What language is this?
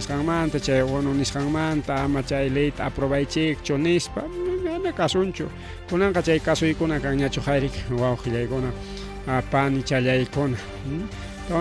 Ayacucho Quechua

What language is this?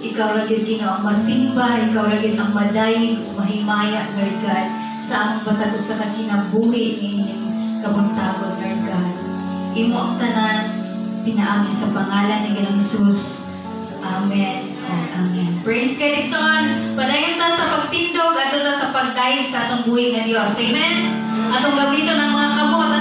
Cebuano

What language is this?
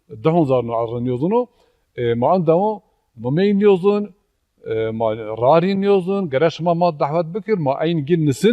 Zaza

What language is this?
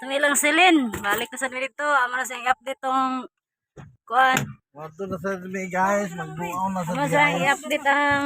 Cebuano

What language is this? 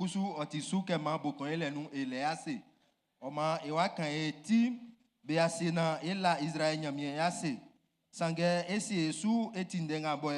Baoulé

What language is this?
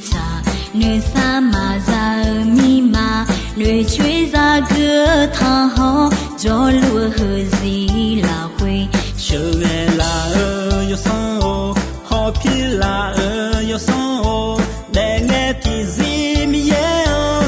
Akha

